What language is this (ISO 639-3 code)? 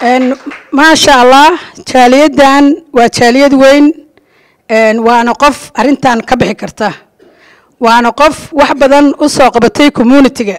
som